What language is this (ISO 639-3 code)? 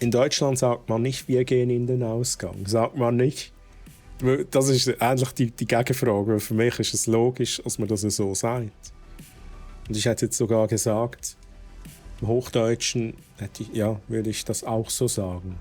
gsw